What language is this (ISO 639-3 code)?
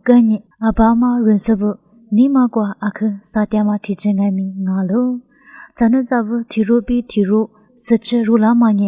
lis